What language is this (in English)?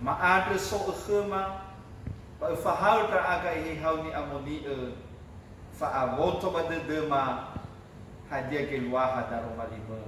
Nias